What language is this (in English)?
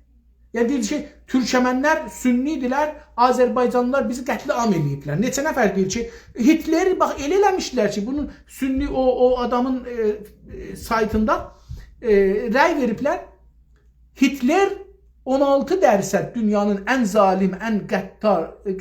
South Azerbaijani